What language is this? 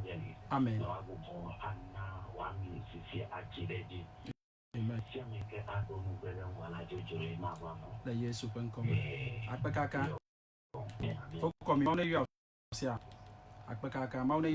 Ewe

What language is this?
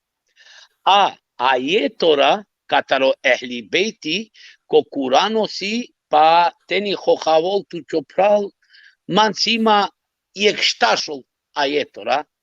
Balkan Romani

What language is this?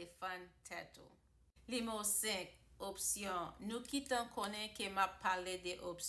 Haitian Creole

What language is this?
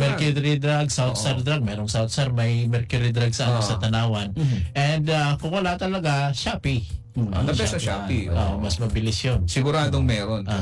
Filipino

